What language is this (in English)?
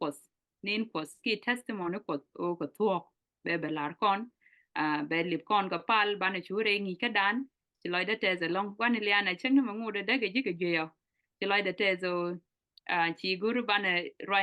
Nuer